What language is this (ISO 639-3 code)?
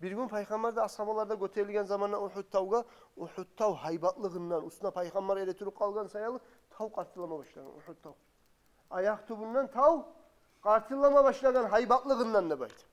kum